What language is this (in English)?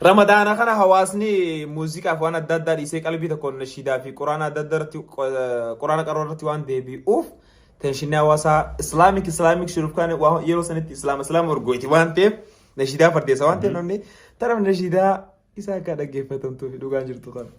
Oromo